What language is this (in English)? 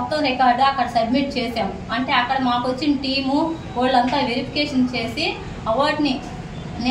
Telugu